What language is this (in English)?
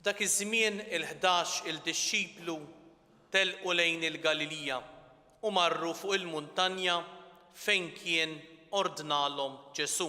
Maltese